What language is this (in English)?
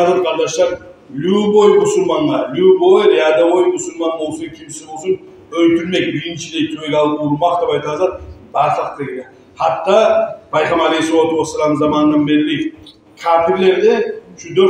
Kumyk